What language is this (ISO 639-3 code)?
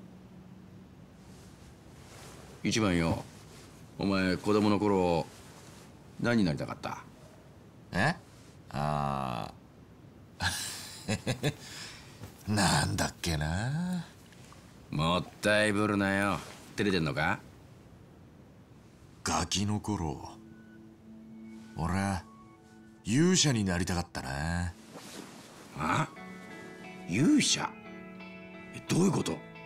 jpn